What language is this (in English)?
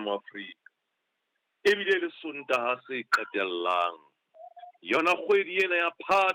Southern Sotho